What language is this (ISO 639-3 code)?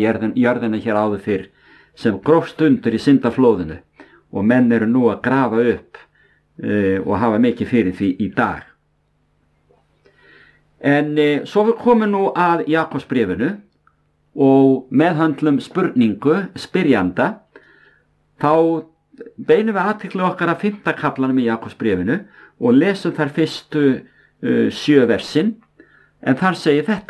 isl